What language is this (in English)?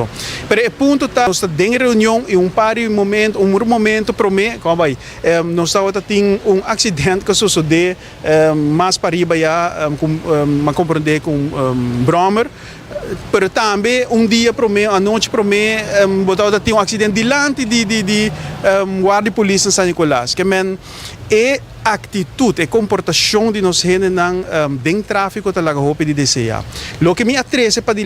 Papiamento